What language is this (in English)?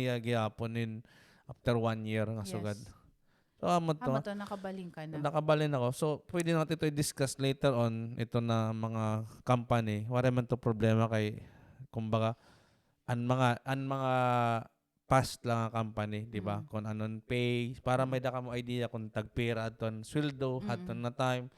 Waray